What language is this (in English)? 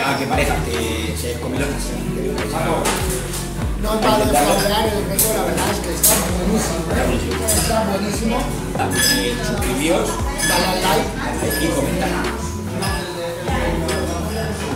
Spanish